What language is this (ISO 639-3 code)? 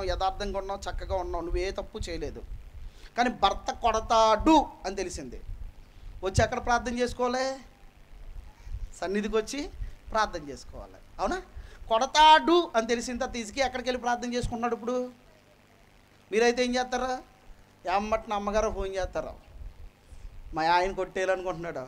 tel